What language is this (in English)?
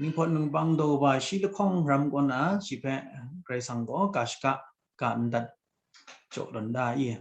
Kachin